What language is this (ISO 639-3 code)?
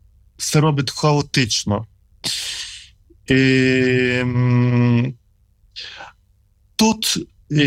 ukr